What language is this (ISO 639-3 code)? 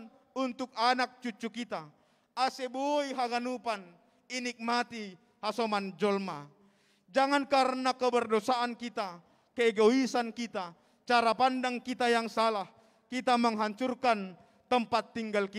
bts